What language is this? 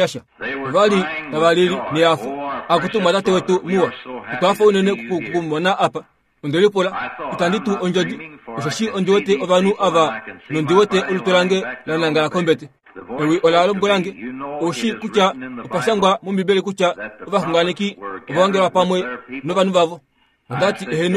Kuanyama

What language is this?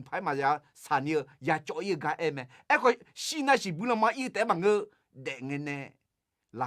Akha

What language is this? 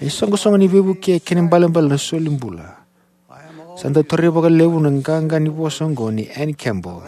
Fijian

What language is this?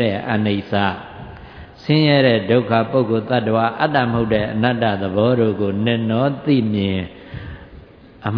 Burmese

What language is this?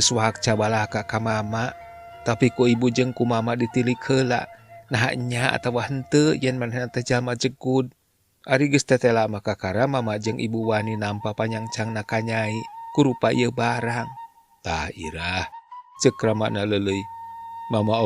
Sundanese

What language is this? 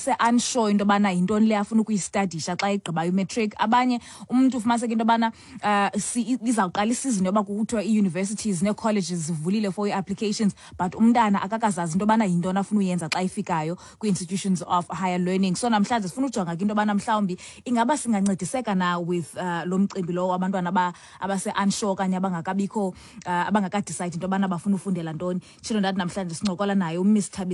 Xhosa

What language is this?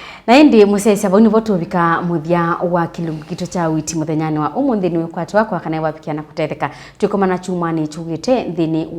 Kamba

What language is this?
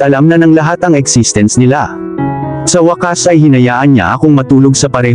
Filipino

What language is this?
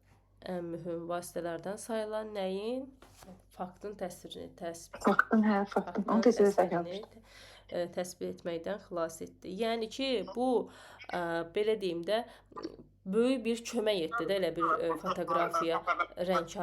Azerbaijani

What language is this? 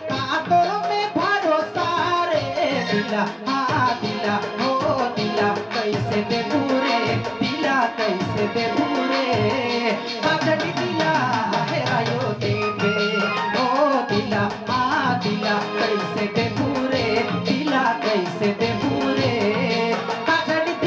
Sadri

